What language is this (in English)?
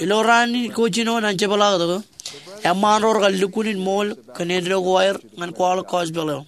Marshallese